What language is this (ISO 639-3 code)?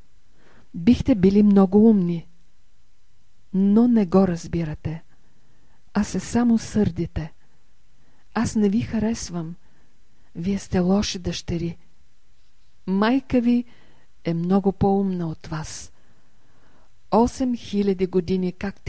bul